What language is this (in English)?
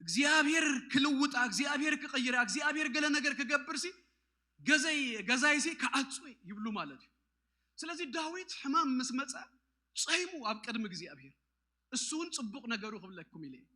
Tigrinya